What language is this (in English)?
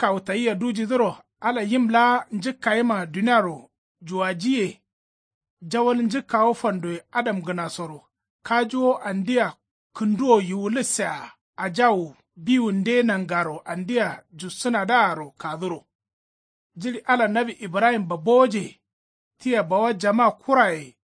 Kanuri